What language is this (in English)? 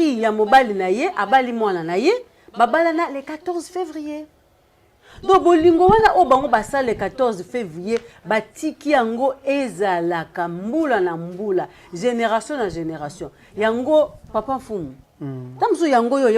Lingala